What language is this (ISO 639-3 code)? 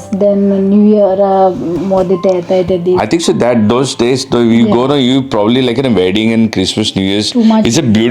kok